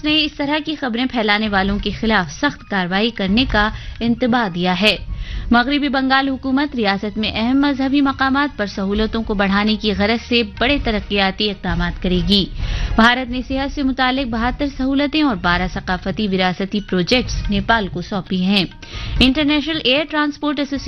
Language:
Urdu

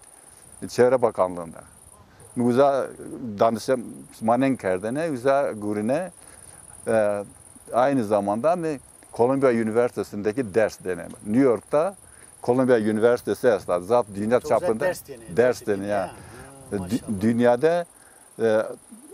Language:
Zaza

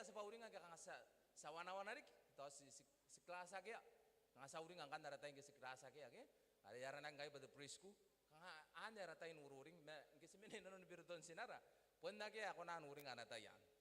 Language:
Gilbertese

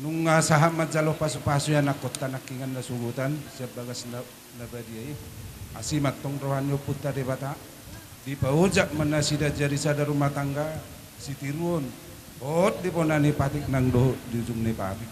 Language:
Batak Toba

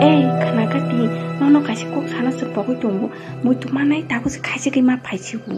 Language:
Kok Borok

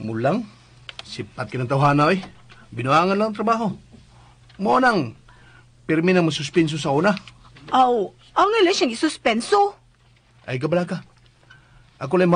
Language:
Cebuano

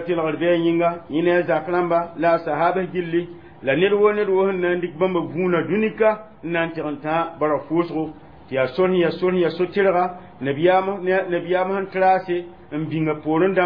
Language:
Mossi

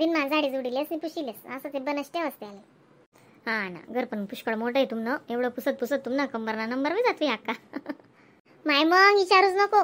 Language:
Khandesi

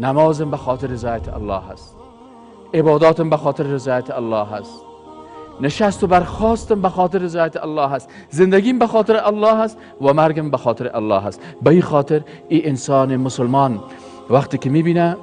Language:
Persian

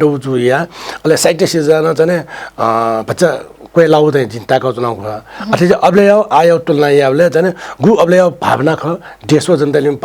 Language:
Newari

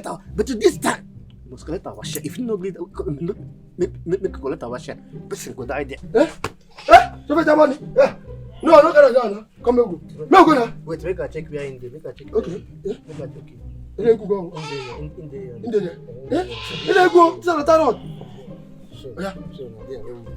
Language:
Nigerian Pidgin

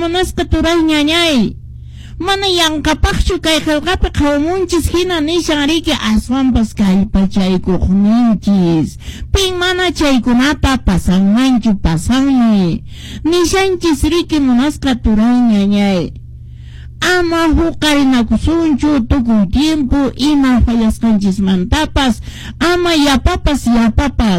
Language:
Quechua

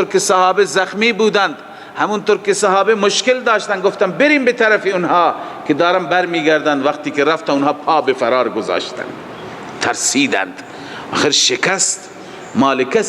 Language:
Persian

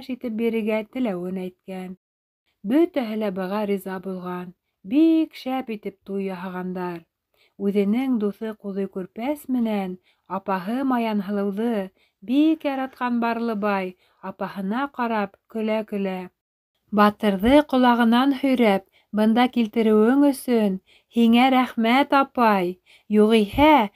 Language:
Bashkir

